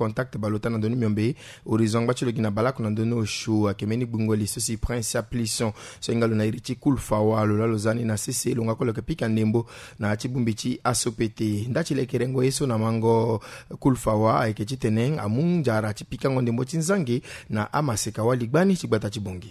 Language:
Sango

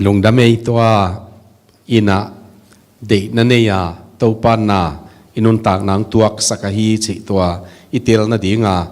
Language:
Tedim Chin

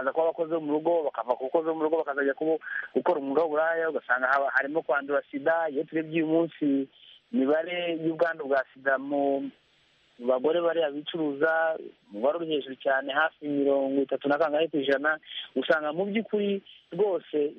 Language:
Kinyarwanda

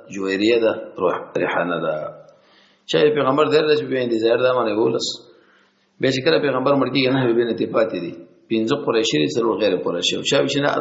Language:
Pashto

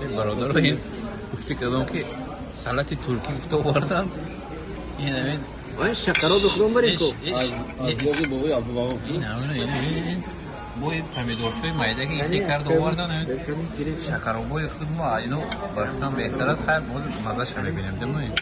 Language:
Tajik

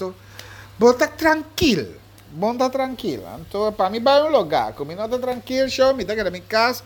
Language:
Papiamento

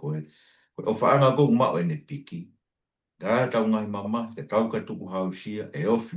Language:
Tongan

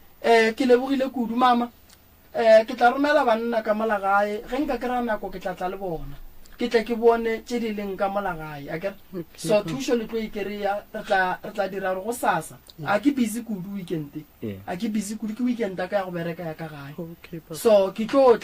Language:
Northern Sotho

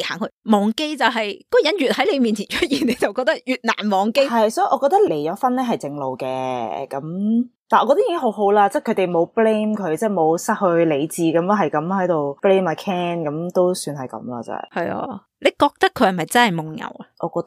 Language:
Cantonese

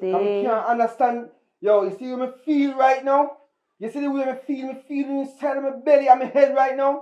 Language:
Jamaican Creole English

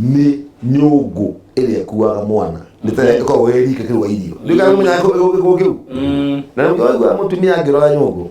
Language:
Kikuyu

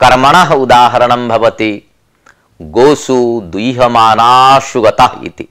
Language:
Sanskrit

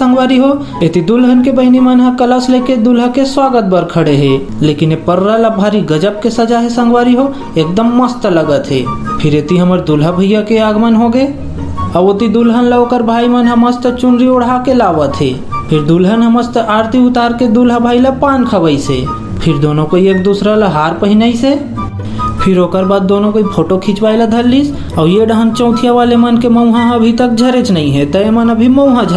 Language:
Chhattisgarhi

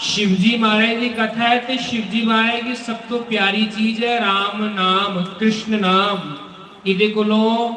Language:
Dogri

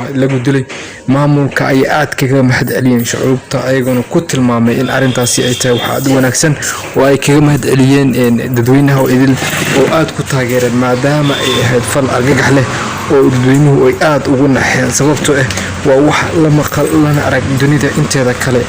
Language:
Somali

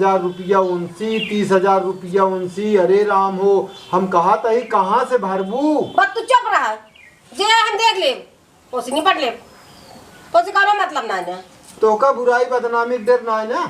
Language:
Awadhi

